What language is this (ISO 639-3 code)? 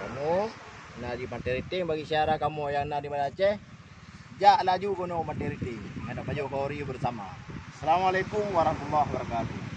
ace